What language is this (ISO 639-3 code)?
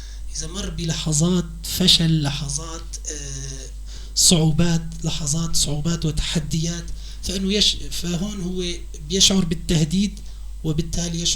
apc